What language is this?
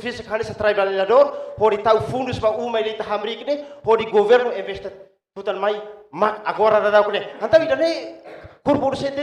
Tetum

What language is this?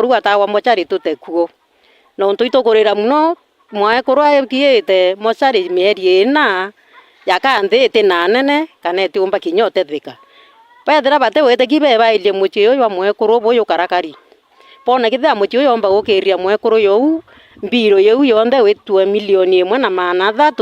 Meru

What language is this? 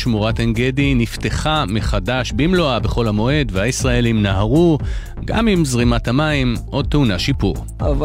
Hebrew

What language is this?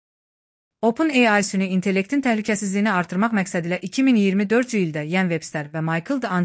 Azerbaijani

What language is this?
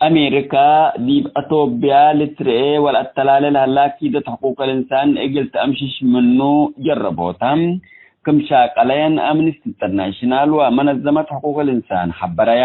Tigre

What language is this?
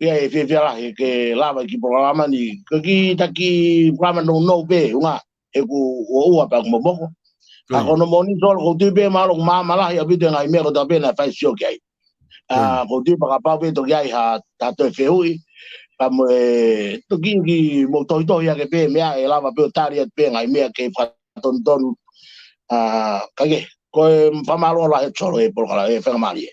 Tongan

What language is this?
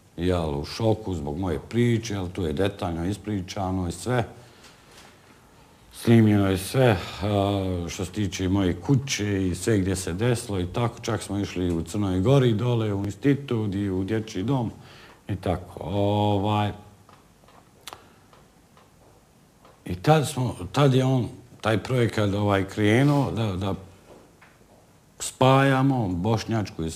Bosnian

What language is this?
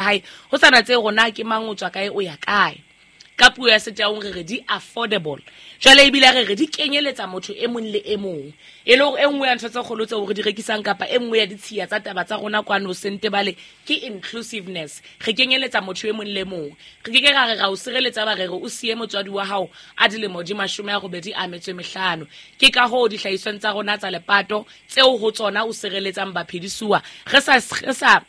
Southern Sotho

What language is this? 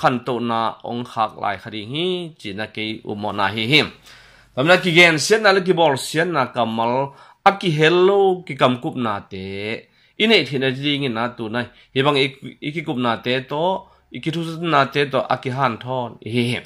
Tedim Chin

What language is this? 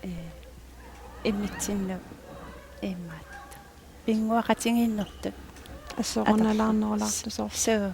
Kalaallisut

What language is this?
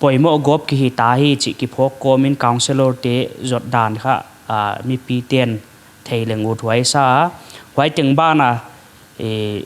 Paite Chin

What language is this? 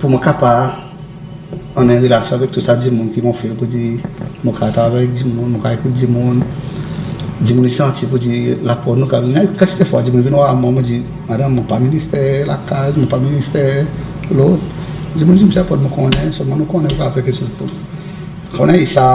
Seselwa Creole French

